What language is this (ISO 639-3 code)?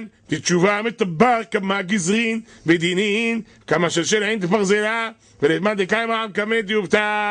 heb